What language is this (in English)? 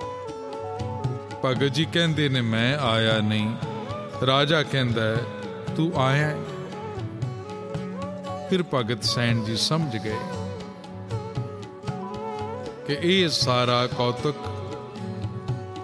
Punjabi